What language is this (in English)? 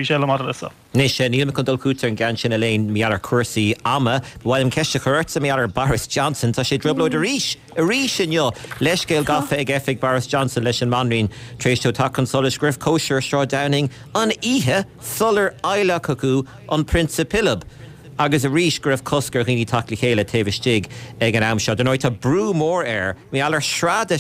Irish